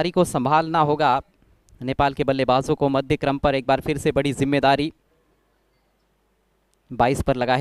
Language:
Hindi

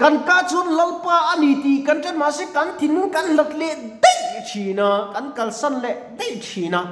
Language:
Mizo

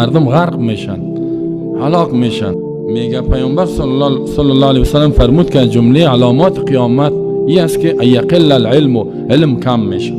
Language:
Persian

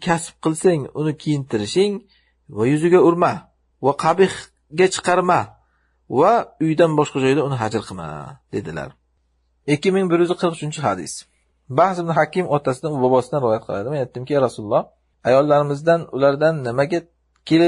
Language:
Uzbek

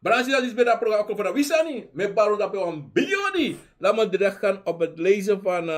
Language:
Sranan Tongo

